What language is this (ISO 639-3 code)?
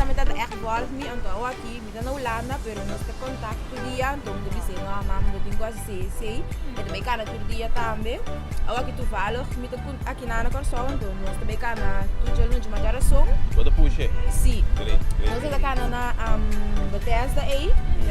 pap